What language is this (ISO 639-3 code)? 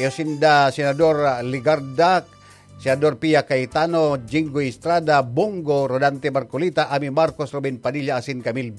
bik